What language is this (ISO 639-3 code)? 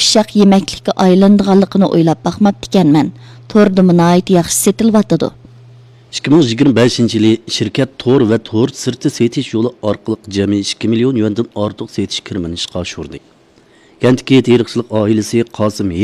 uig